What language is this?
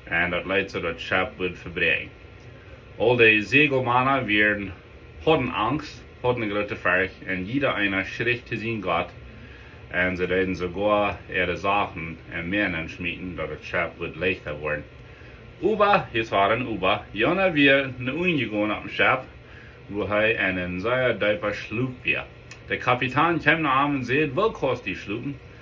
Plautdietsch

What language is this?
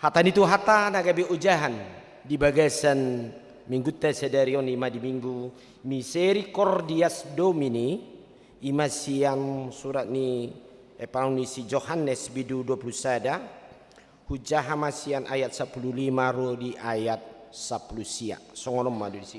Batak Toba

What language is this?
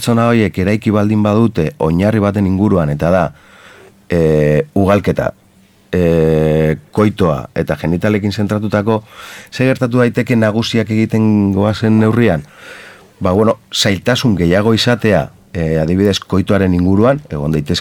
Basque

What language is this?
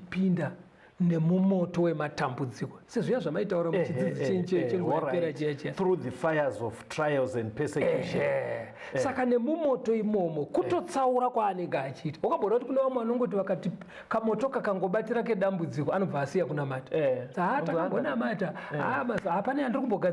Shona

